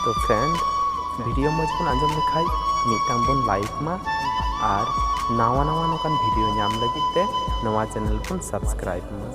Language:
Santali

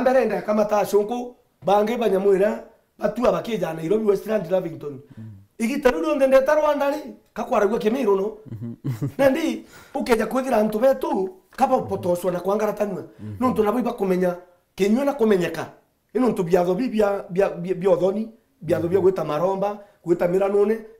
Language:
Meru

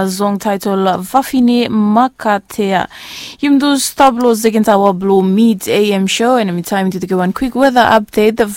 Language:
Bislama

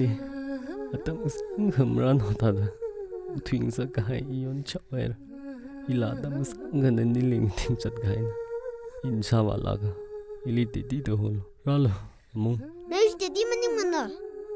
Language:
Tangkhul Naga (India)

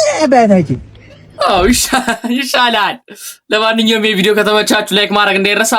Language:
Amharic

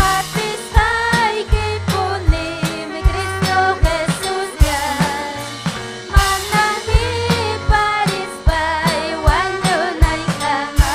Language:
Ayacucho Quechua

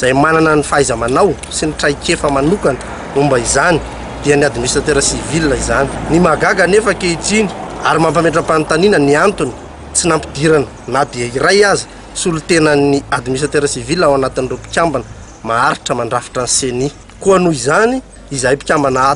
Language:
Malagasy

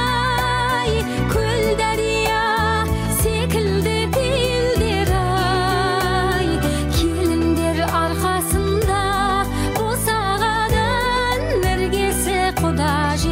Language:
Kazakh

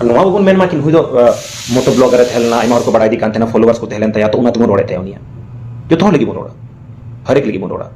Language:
Santali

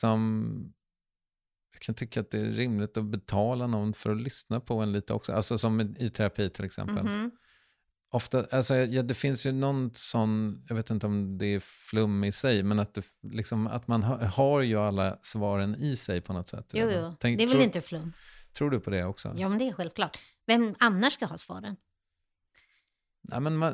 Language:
Swedish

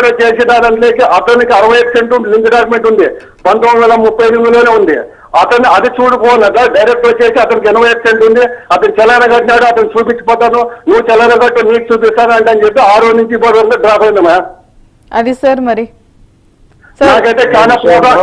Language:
Telugu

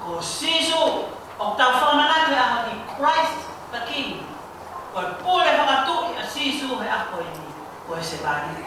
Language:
Tongan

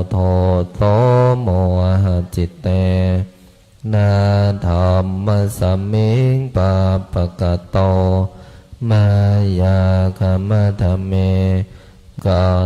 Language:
Pali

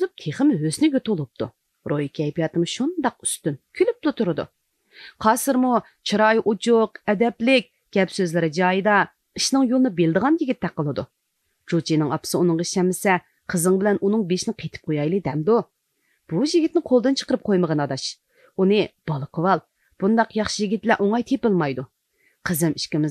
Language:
Uyghur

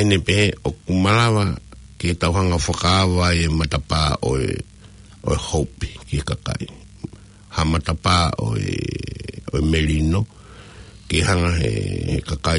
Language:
Tongan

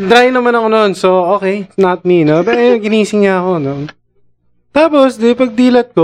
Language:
Filipino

